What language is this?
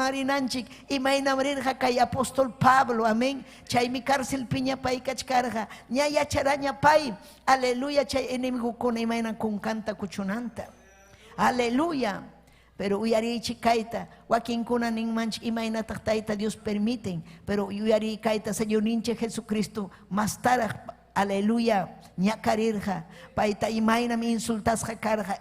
Ayacucho Quechua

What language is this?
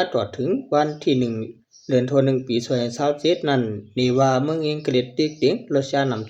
Shan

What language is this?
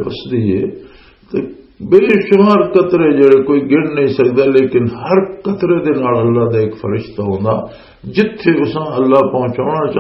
Western Panjabi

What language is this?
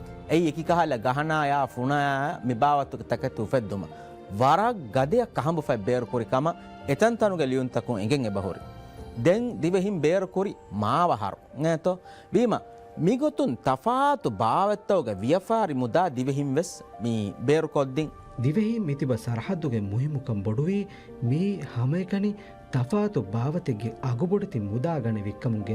Divehi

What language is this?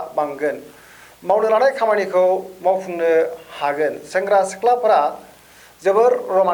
Bodo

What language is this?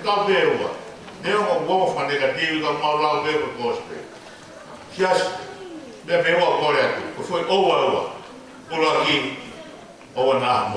Tongan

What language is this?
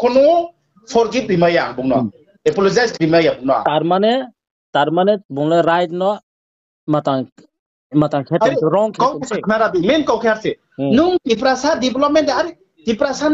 Riang (India)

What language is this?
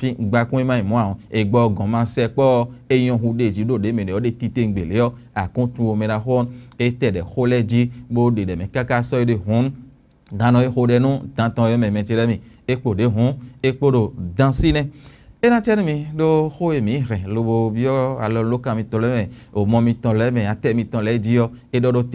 Fon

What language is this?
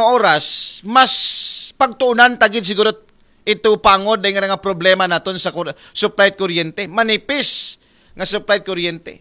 Aklanon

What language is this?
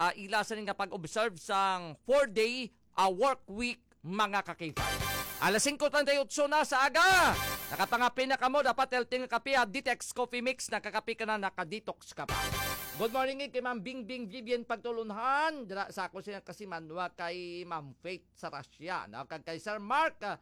Hiligaynon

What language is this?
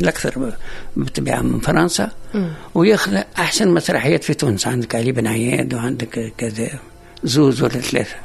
Tunisian Arabic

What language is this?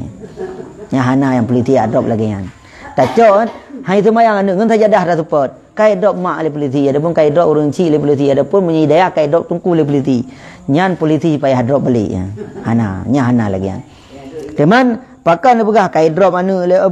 Achinese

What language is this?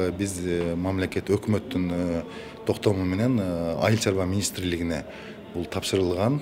Kyrgyz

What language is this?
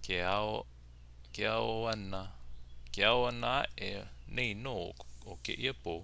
Hawaiian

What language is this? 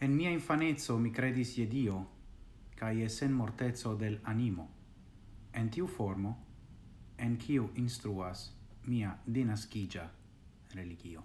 Esperanto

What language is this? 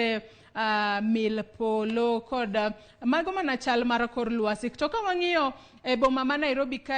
Luo (Kenya and Tanzania)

